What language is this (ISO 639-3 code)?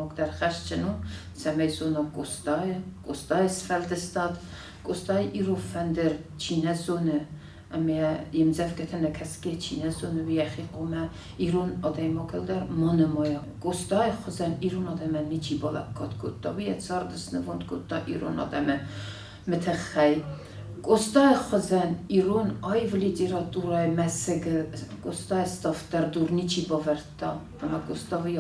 oss